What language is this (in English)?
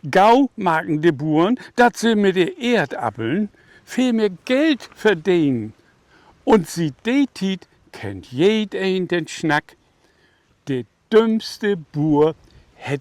Low German